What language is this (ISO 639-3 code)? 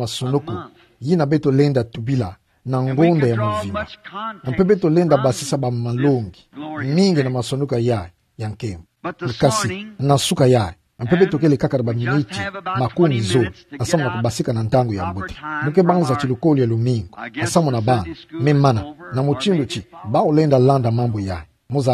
ktu